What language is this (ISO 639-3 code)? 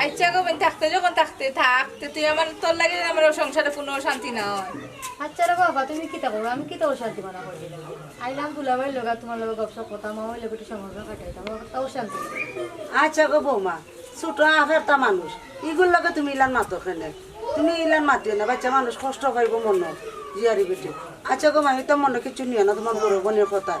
syl